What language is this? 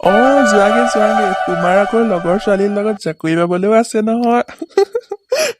Assamese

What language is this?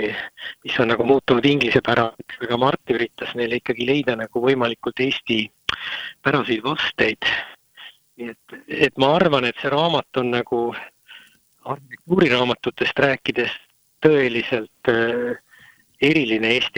Estonian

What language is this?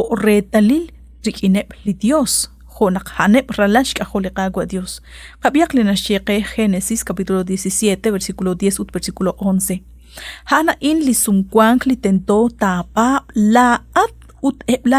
Kekchí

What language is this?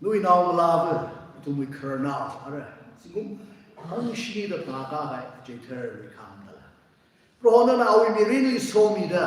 Tangkhul Naga (India)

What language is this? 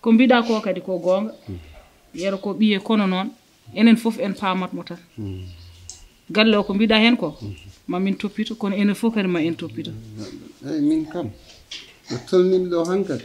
Fula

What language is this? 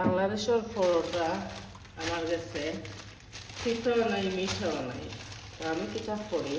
Sylheti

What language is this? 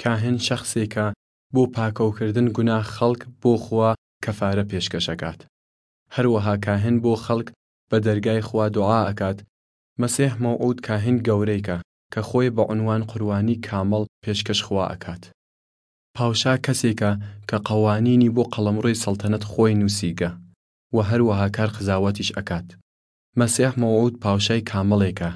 Southern Kurdish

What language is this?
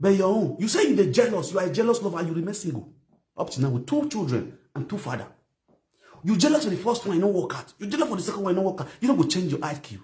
Nigerian Pidgin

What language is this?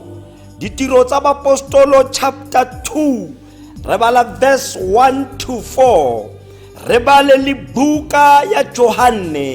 Tswana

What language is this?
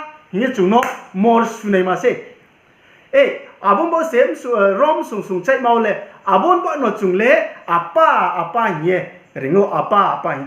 Riang (India)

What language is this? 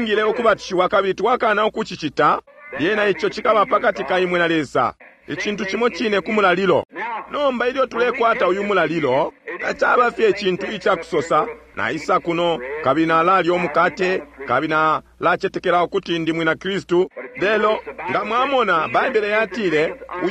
Bemba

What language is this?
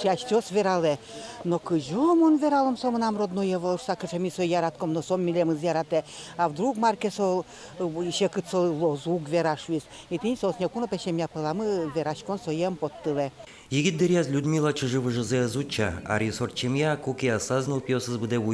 Udmurt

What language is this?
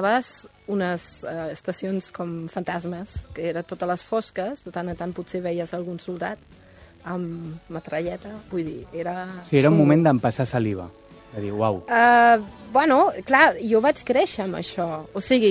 Catalan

